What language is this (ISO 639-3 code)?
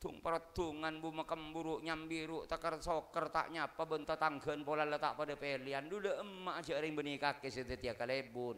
mad